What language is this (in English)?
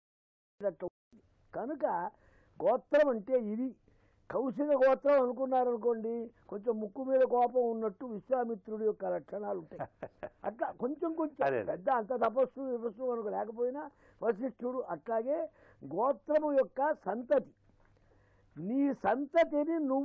Telugu